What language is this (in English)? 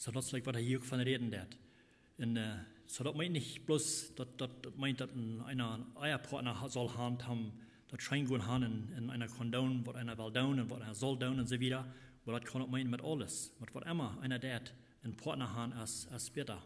Plautdietsch